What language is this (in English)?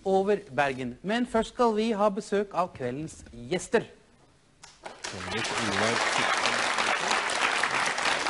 Norwegian